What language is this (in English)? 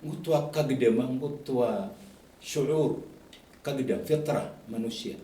Maranao